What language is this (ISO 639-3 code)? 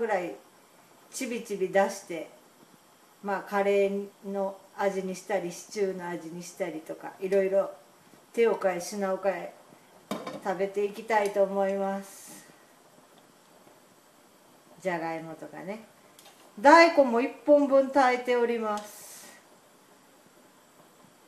jpn